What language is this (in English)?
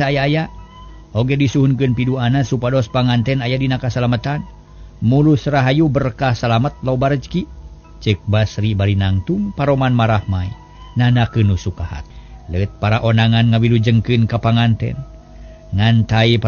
Sundanese